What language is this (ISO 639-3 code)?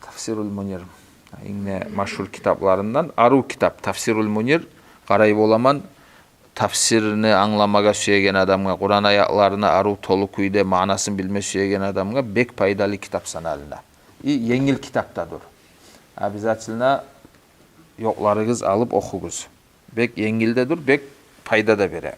kum